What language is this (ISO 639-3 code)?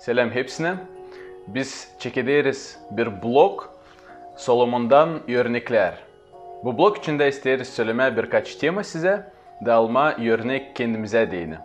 gag